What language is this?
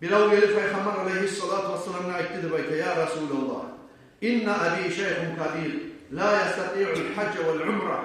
Kumyk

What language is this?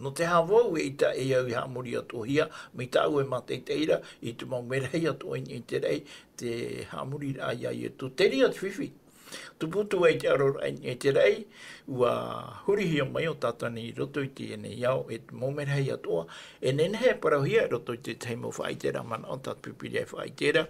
Tahitian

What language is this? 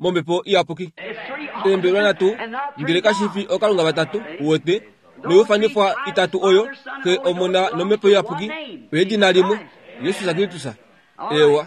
Kuanyama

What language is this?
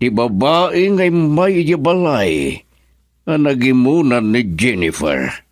Iloko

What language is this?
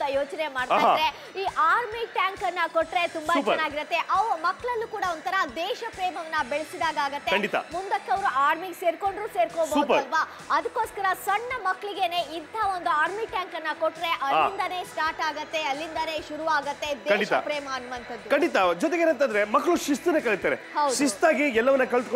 Kannada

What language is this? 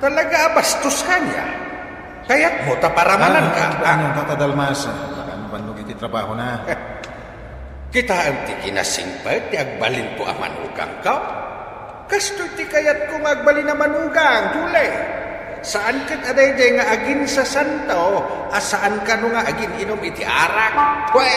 Iloko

